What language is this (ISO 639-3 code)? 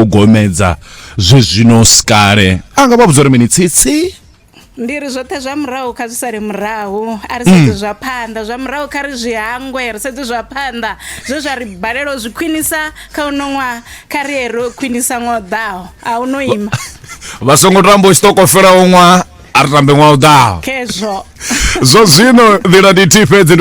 ven